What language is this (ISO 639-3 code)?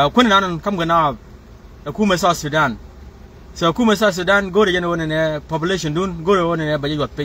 nus